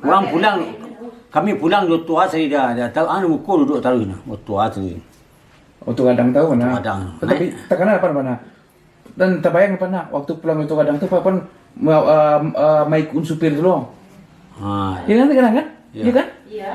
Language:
Minangkabau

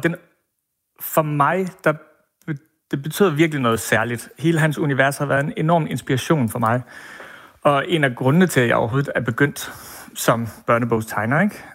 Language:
Danish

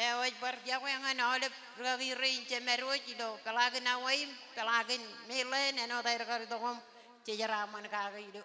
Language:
Marshallese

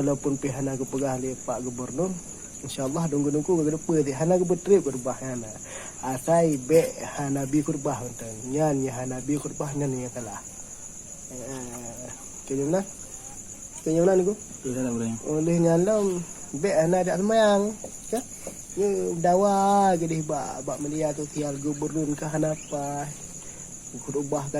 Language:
Achinese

